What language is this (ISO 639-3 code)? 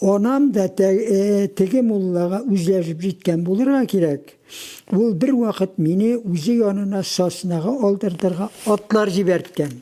tat